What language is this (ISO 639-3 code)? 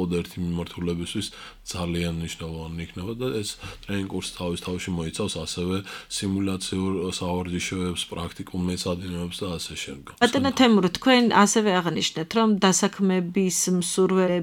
kat